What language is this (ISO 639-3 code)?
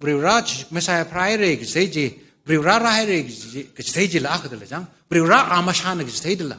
nmf